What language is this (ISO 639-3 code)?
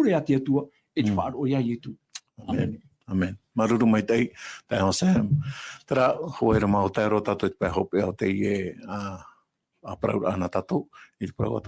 tah